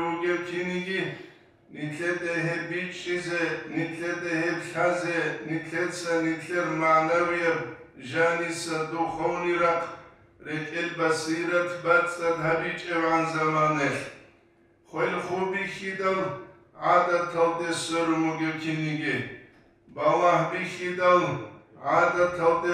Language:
Avaric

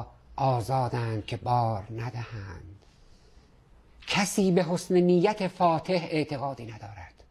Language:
Persian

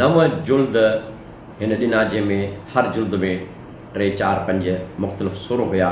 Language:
Sindhi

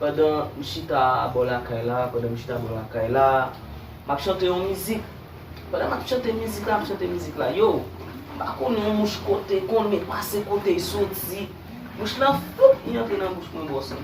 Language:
Haitian Creole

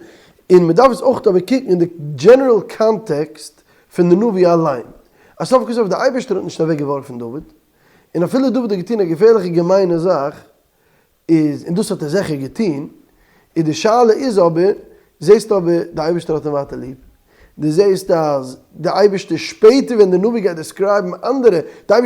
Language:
Yiddish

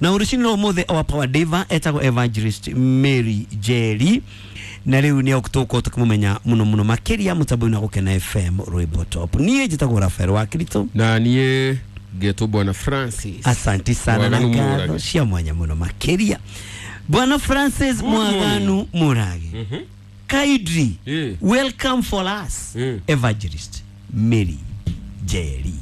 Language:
Kikuyu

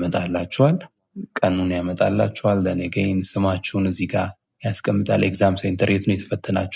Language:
Amharic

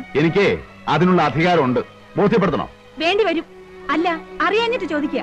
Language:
Malayalam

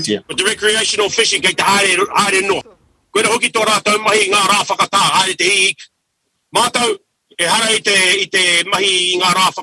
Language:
Māori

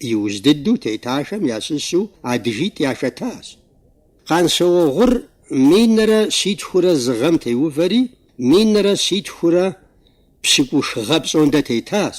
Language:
Kabardian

